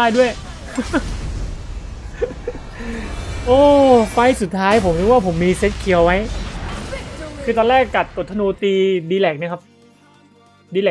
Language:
Thai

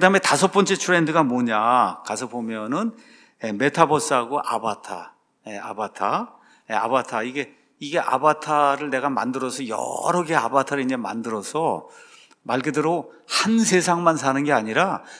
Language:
Korean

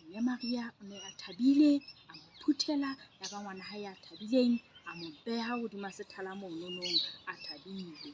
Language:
Southern Sotho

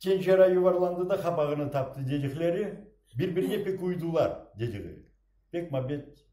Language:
Crimean Tatar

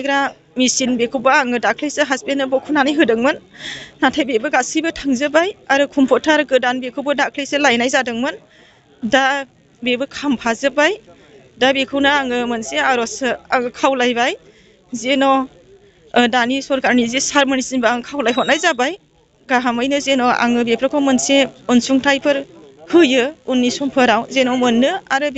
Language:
Bodo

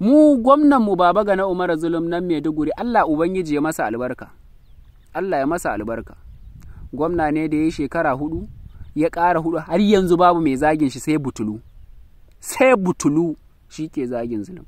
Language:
Hausa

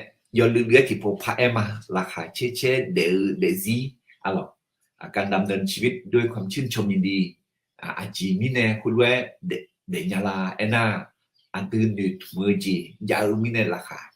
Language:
Akha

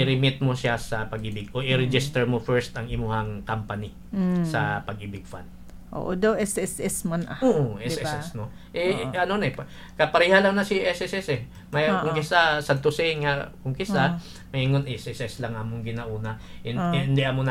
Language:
Hiligaynon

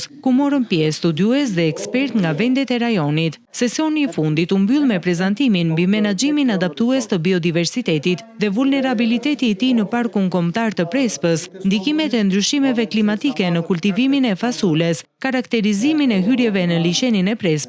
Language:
Albanian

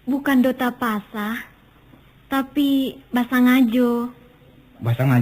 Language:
Minangkabau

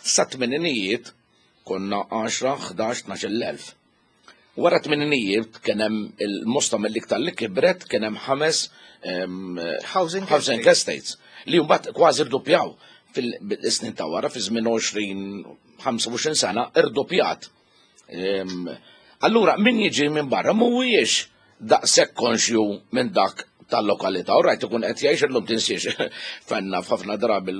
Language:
Maltese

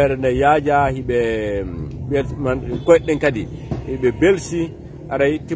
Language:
Fula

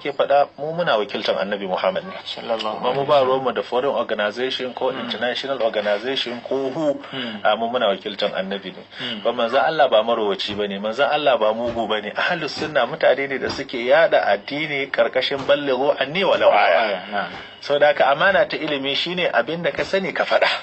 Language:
Hausa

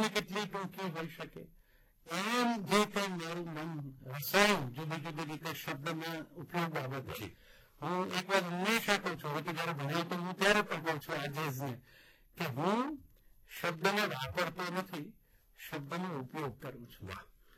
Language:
Gujarati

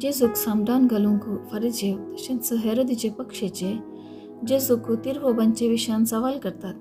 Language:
Konkani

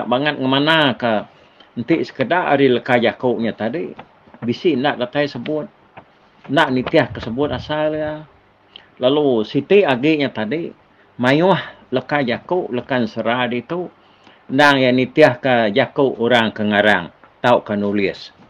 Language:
Iban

